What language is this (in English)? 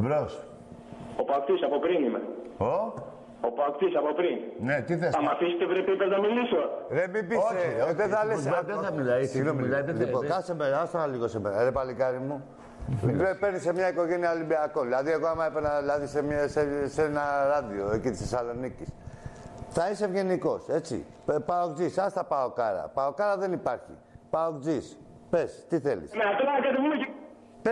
Greek